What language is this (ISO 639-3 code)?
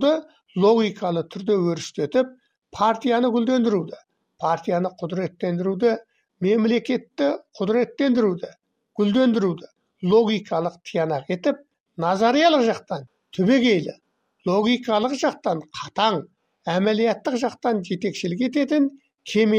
kaz